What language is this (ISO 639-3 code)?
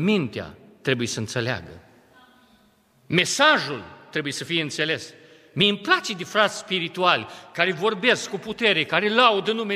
ron